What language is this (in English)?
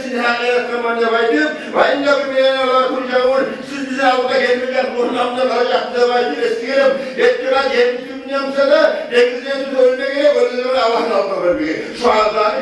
Kumyk